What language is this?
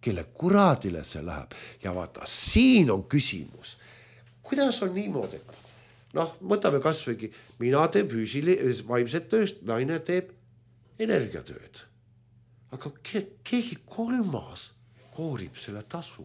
Estonian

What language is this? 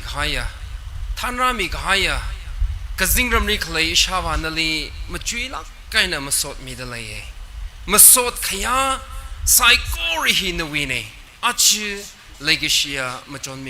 Tangkhul Naga (India)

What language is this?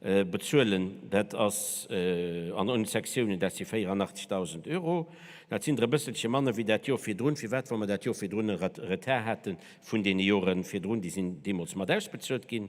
Luxembourgish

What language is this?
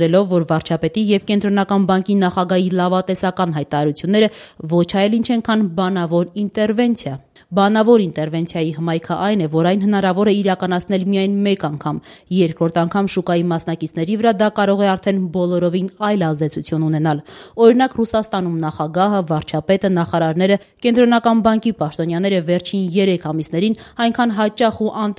Armenian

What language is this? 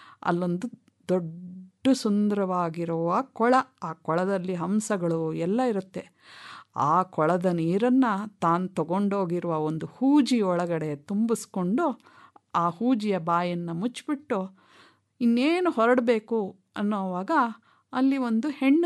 Kannada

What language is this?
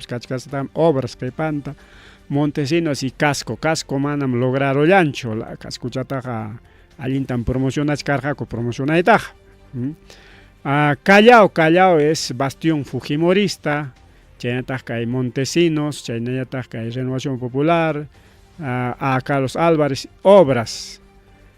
Ayacucho Quechua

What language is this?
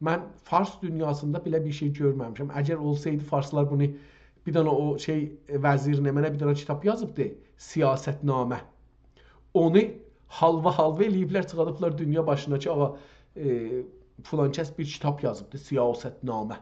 South Azerbaijani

